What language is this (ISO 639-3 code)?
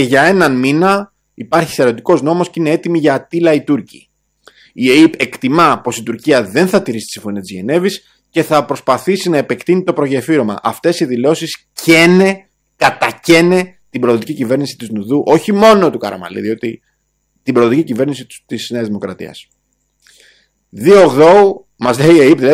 ell